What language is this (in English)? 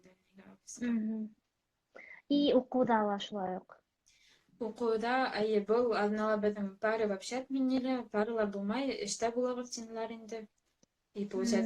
Bashkir